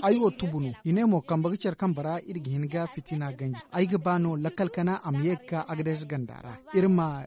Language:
Zarma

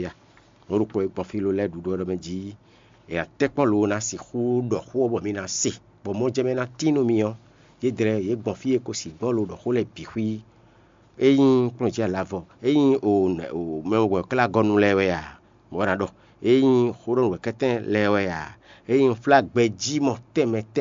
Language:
Fon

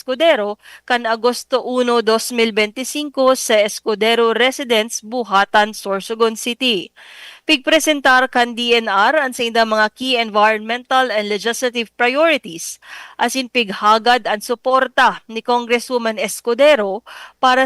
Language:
Bikol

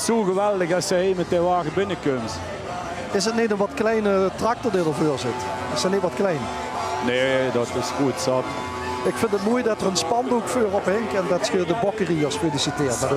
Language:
Limburgish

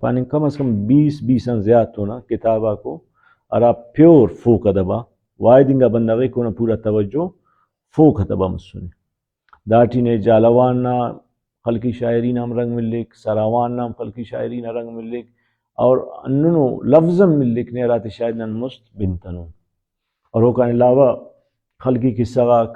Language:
Brahui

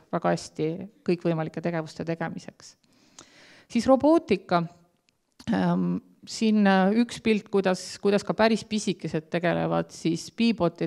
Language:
Estonian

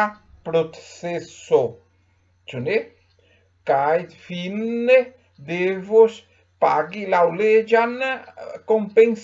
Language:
Esperanto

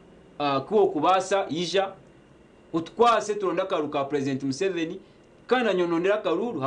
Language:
Nyankole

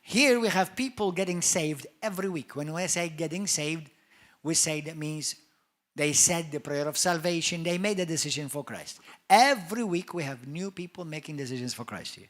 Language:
English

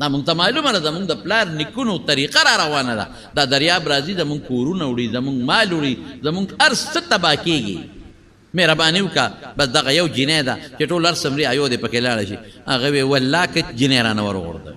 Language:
Pashto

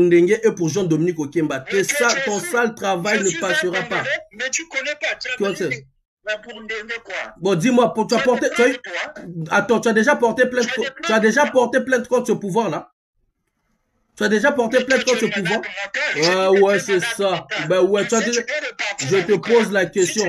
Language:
French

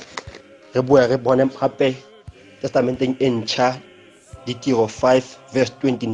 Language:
Tswana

